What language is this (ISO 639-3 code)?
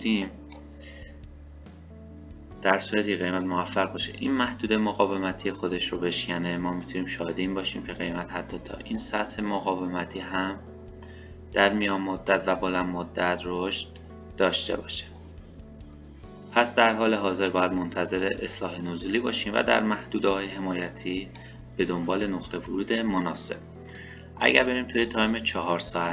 fas